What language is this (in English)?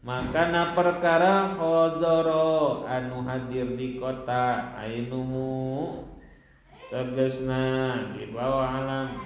Sundanese